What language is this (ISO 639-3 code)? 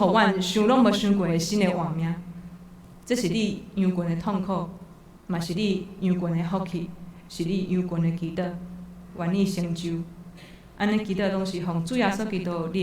nan